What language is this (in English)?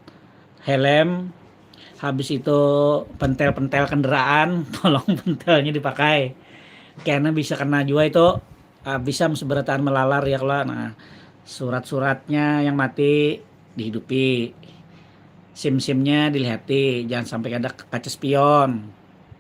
Banjar